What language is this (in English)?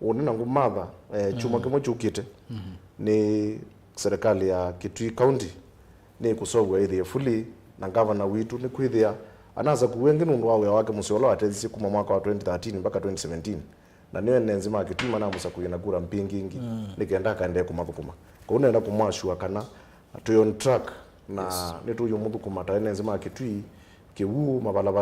Kamba